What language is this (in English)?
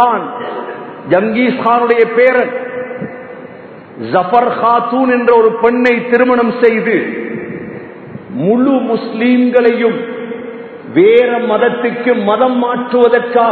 Tamil